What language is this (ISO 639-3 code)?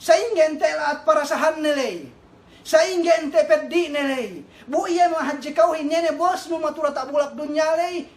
yka